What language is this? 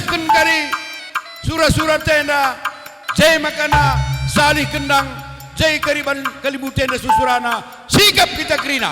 Batak Karo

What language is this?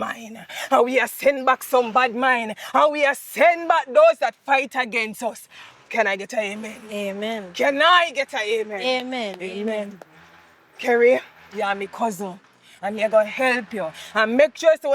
Jamaican Creole English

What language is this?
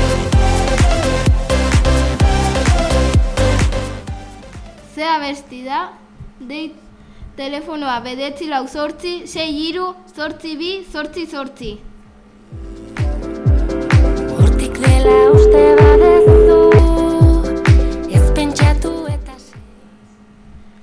Basque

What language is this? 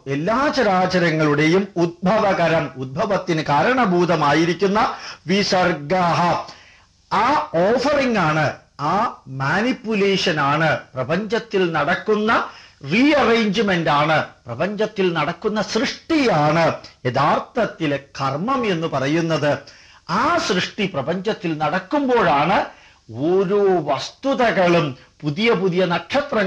Malayalam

